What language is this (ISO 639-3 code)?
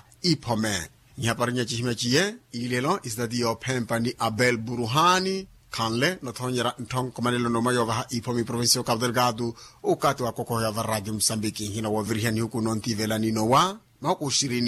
vmw